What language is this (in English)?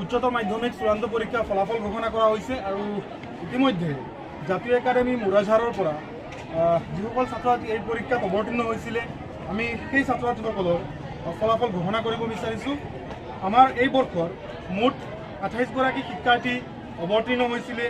Assamese